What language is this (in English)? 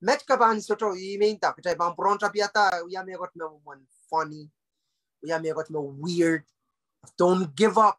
Pohnpeian